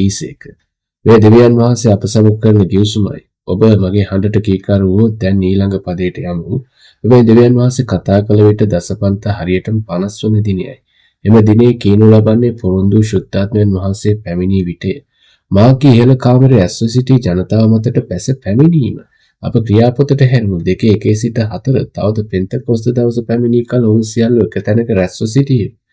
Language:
Sinhala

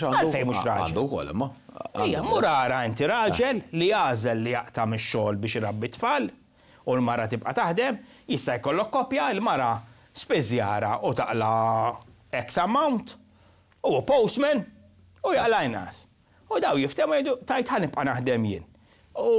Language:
Maltese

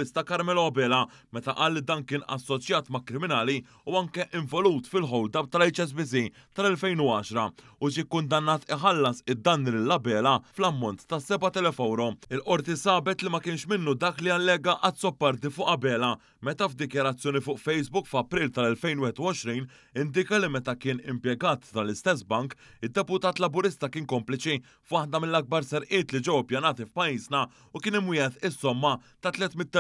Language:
Maltese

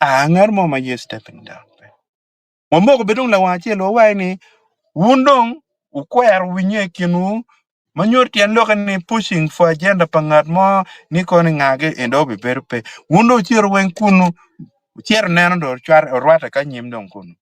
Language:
Acoli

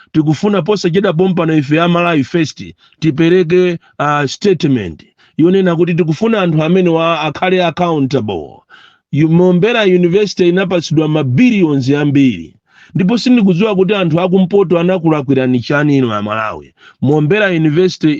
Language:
Nyanja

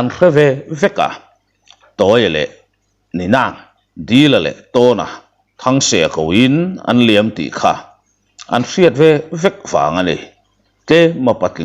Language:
Mizo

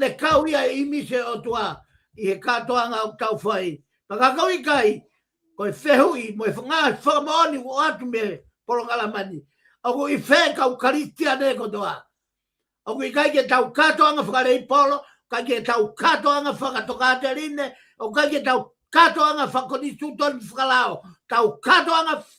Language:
Tongan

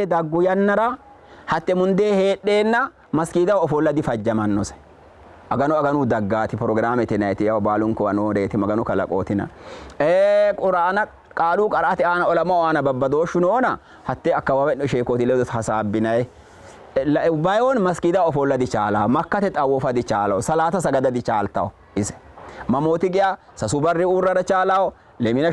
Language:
Sidamo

